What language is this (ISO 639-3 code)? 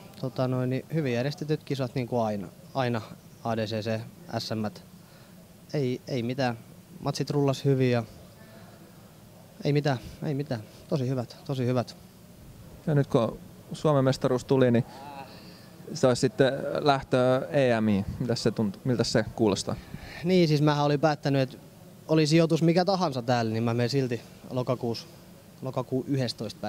fin